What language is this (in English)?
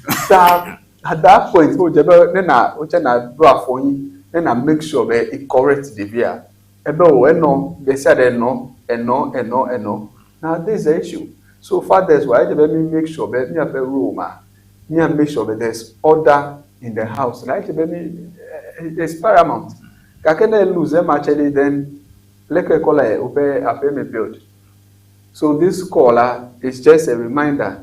Ewe